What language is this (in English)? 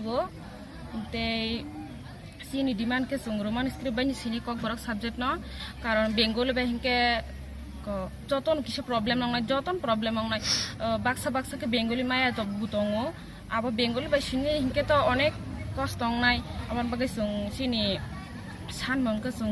Kok Borok